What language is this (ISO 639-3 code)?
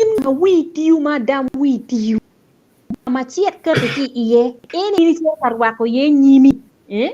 ach